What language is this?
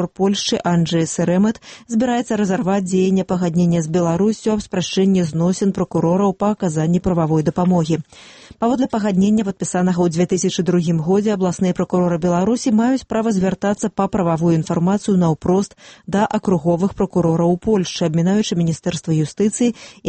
Belarusian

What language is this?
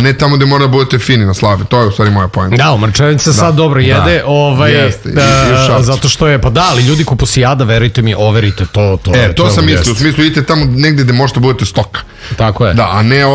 Serbian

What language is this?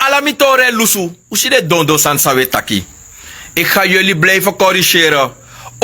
Sranan Tongo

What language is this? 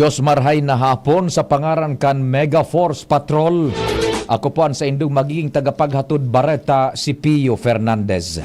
Bikol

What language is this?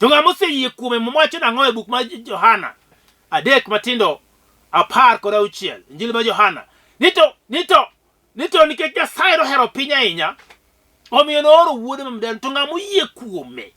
Luo (Kenya and Tanzania)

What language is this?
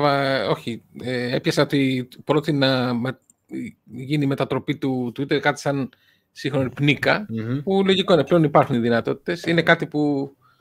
Greek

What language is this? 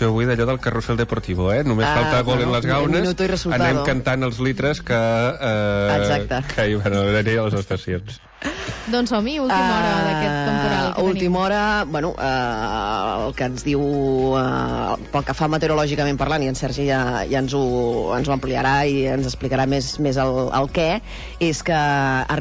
Catalan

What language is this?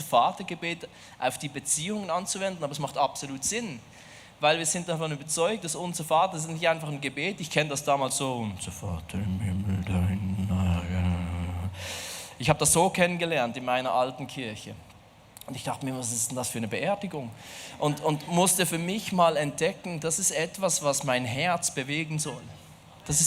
Swiss German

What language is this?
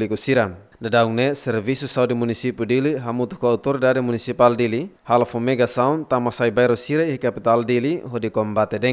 Tetum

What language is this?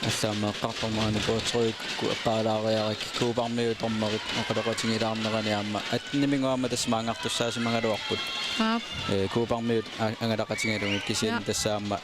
Kalaallisut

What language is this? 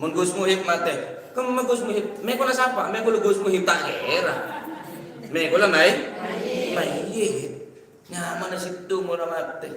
Madurese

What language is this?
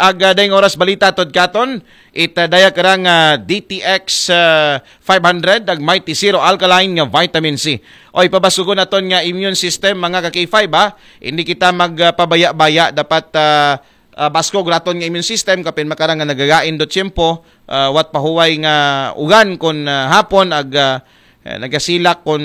Aklanon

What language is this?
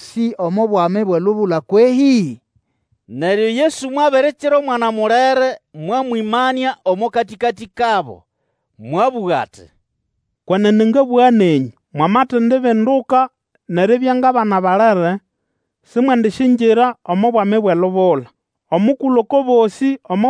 Nande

